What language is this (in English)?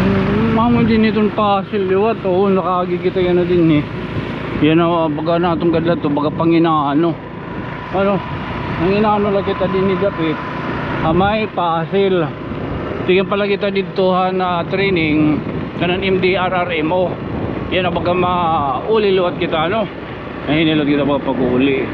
Waray